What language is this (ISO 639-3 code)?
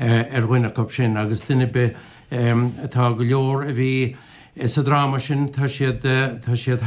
gle